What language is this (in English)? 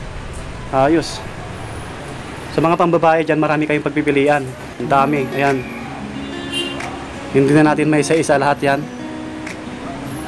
Filipino